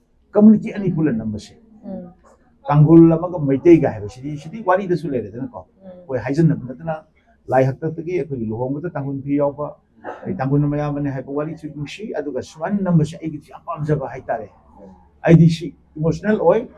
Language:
Manipuri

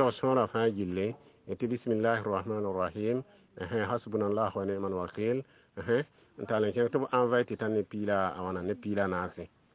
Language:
Mossi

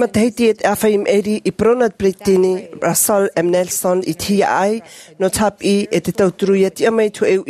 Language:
Tahitian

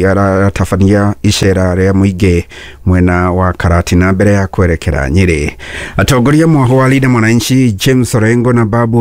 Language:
Kikuyu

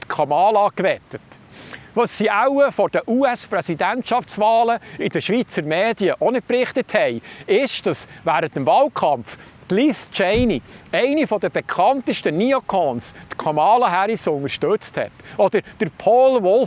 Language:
Swiss German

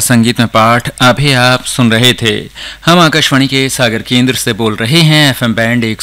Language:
Hindi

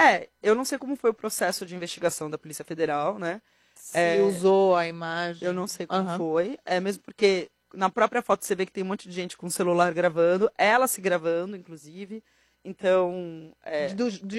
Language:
Portuguese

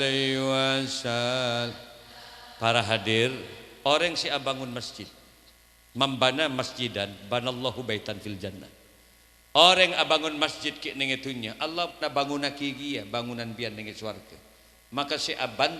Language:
Madurese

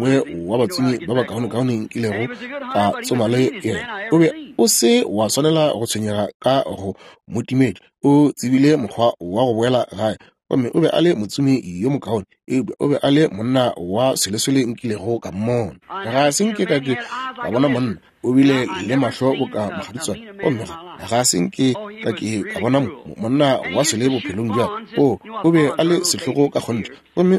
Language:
Northern Sotho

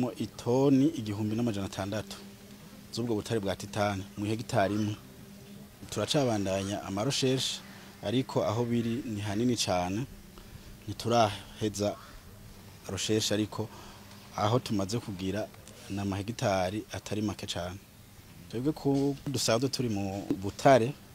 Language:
Rundi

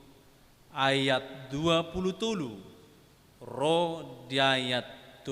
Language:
Batak Toba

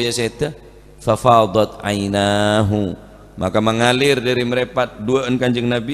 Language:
Madurese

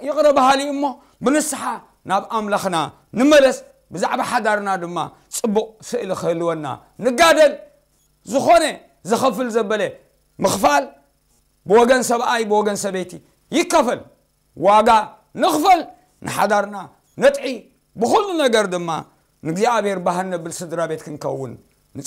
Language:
Tigrinya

